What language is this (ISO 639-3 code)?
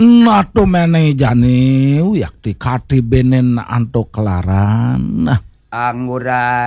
ban